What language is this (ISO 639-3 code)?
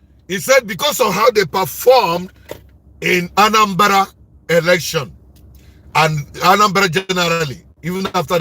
ibo